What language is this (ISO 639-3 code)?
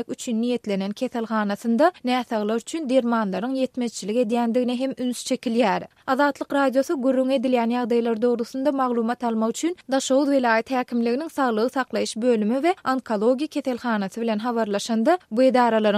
tuk